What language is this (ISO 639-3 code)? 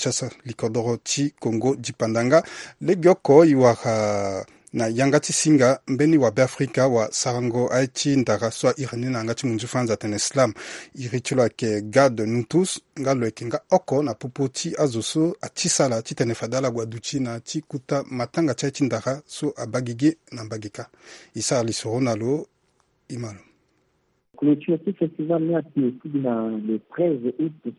sag